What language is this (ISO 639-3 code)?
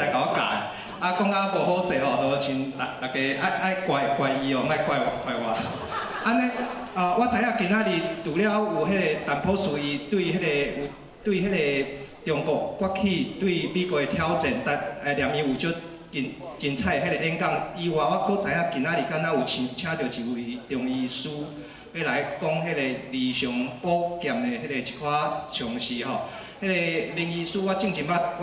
nan